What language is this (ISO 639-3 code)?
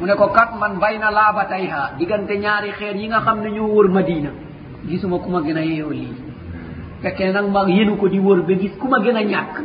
wol